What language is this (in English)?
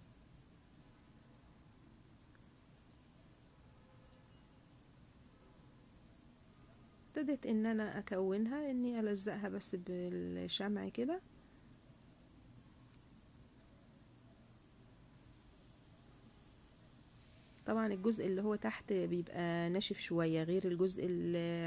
Egyptian Arabic